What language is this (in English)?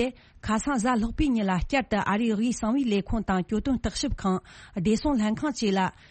Tibetan